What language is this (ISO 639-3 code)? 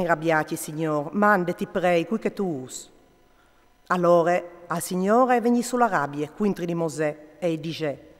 fur